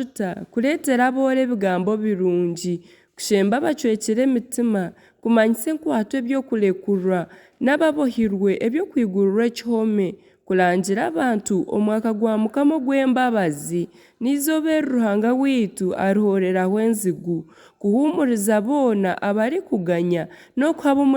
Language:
Nyankole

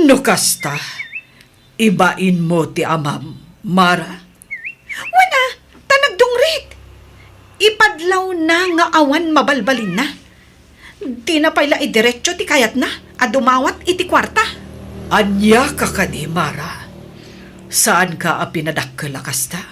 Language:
Iloko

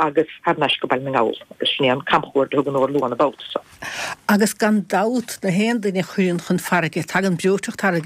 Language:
Irish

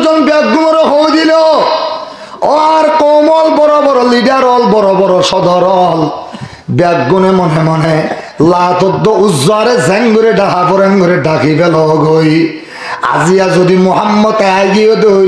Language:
Rohingya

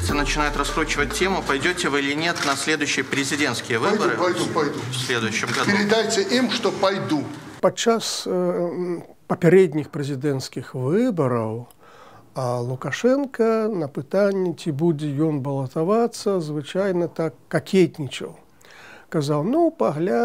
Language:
Belarusian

